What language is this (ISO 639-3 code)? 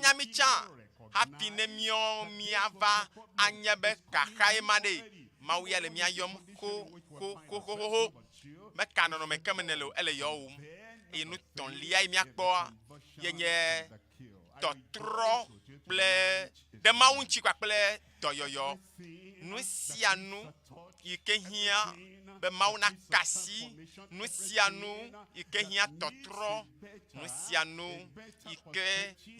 ewe